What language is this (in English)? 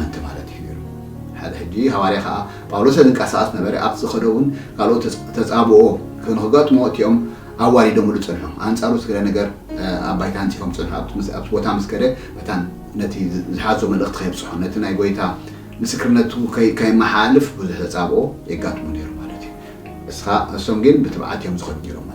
Tigrinya